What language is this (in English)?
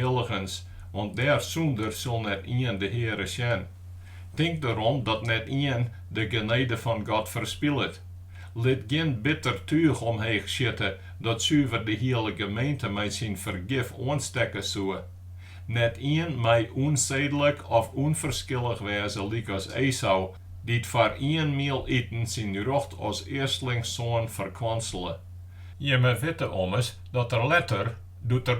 Western Frisian